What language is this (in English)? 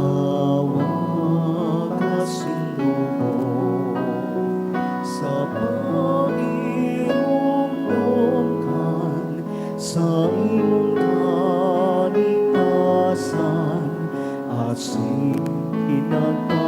Bikol